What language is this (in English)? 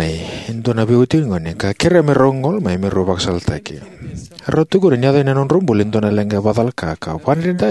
Fijian